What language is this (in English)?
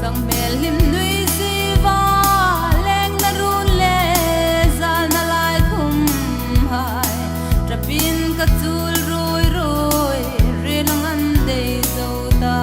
Hmar